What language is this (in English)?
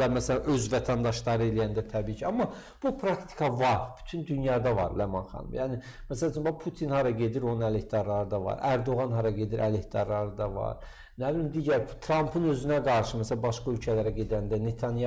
Azerbaijani